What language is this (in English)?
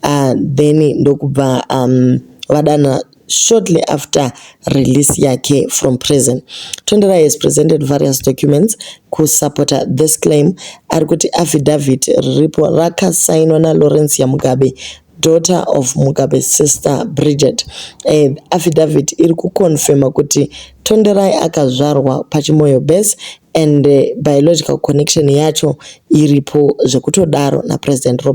Shona